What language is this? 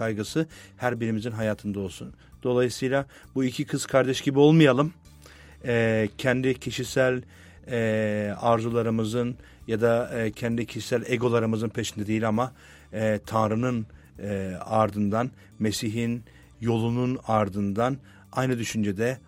Turkish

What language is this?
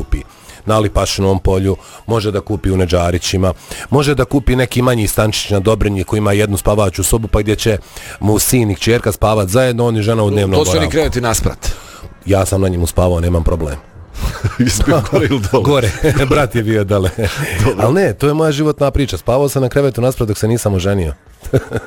Bosnian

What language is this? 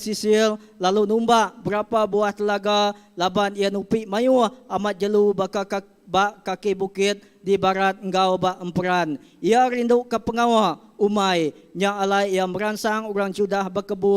Iban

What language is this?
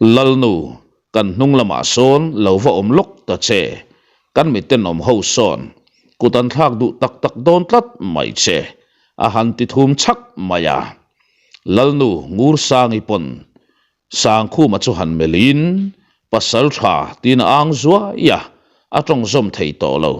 Mizo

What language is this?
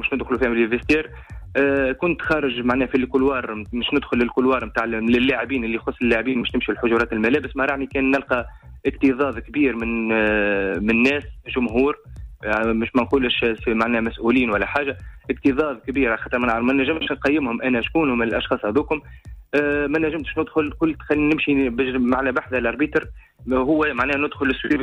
Tunisian Arabic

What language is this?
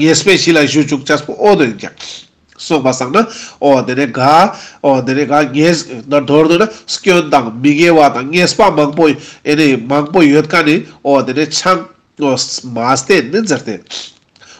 Ladakhi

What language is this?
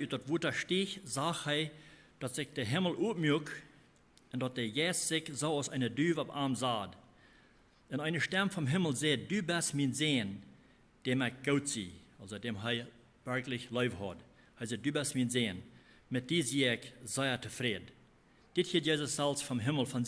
Plautdietsch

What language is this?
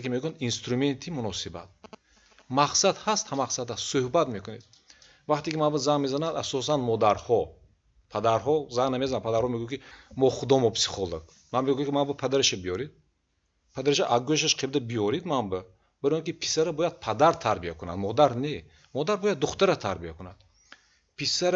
Tajik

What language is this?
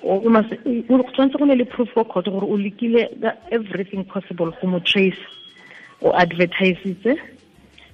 Tswana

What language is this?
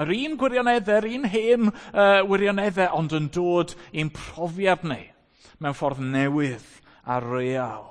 Welsh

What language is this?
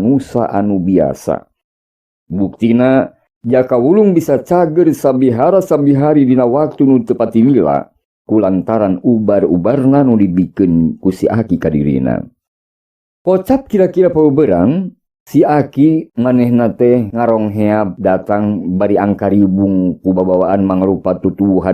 Sundanese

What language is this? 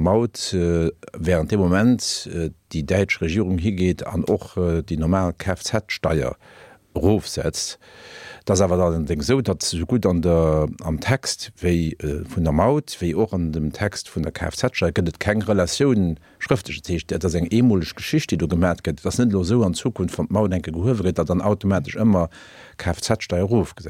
Luxembourgish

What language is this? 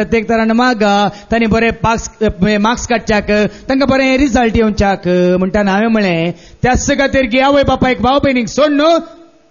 Konkani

